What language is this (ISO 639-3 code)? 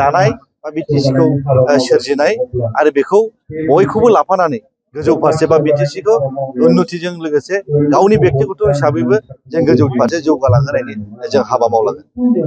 brx